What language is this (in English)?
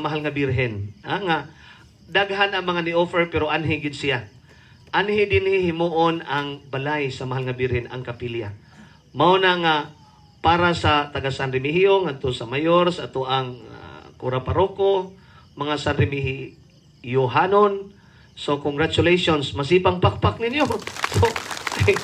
Cebuano